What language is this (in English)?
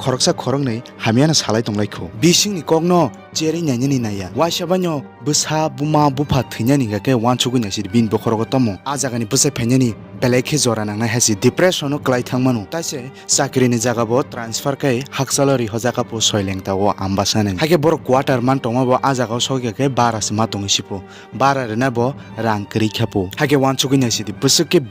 Kok Borok